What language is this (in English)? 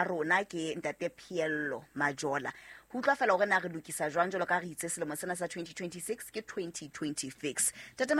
Southern Sotho